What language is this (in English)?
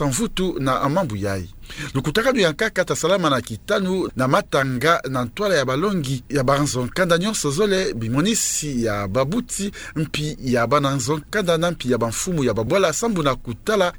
Kituba (Democratic Republic of Congo)